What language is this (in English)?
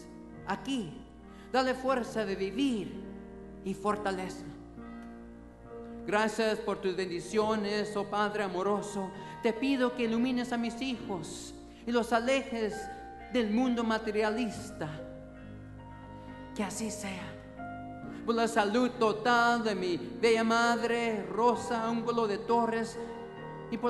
Spanish